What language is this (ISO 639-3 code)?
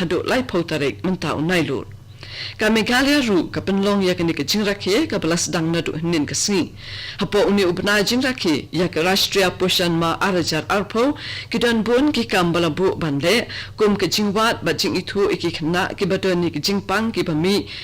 kha